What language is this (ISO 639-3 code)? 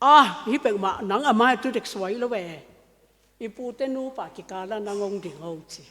ctd